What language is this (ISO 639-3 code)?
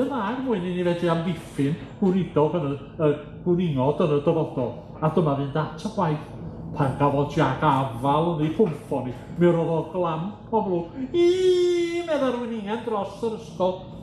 cym